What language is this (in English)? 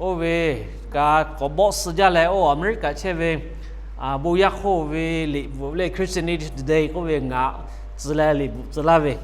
Lahu